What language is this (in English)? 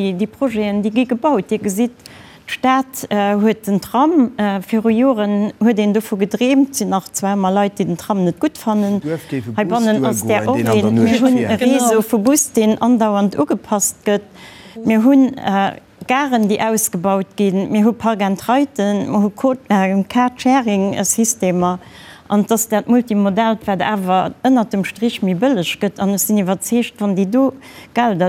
Luxembourgish